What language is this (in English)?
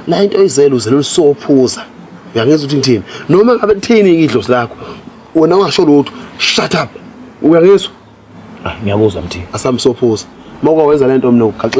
Zulu